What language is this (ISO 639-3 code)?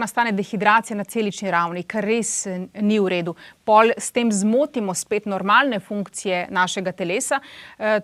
slv